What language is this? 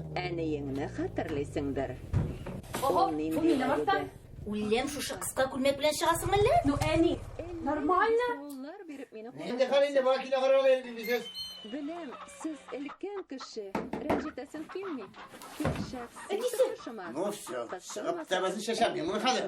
Tatar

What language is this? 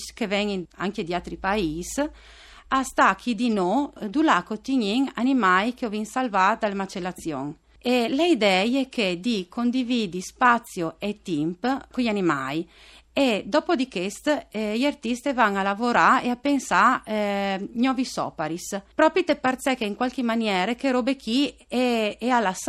Friulian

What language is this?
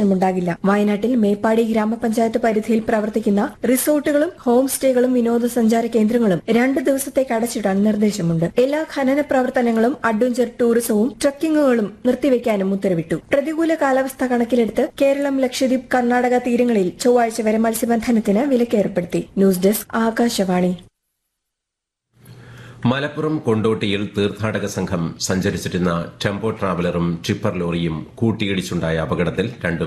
Malayalam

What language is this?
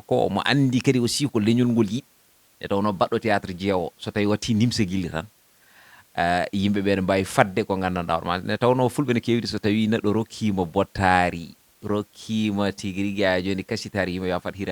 Fula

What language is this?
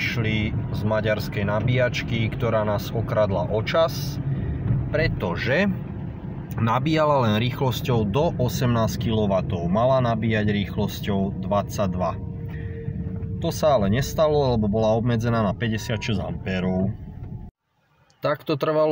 Slovak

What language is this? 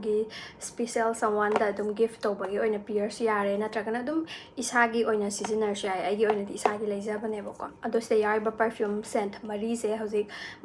Manipuri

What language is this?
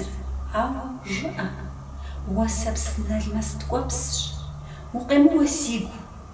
Kabardian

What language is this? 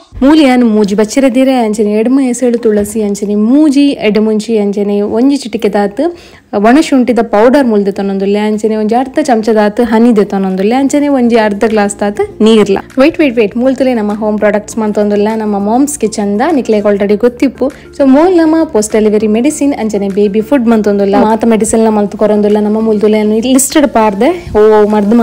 Tulu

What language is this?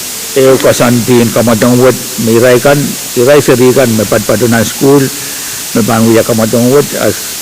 Pohnpeian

